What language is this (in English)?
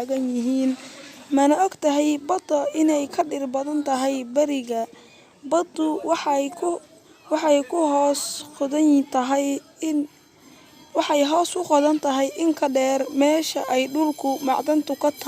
Somali